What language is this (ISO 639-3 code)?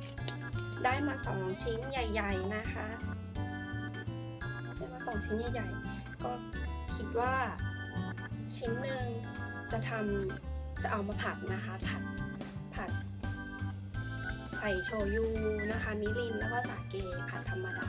tha